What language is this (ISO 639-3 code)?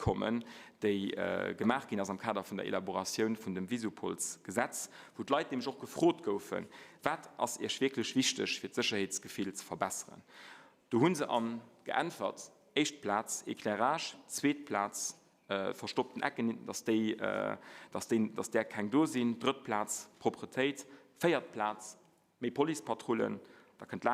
ltz